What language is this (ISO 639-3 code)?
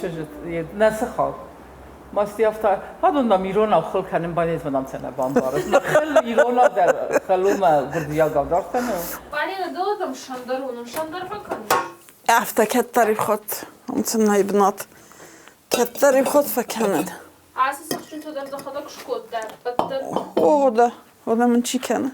oss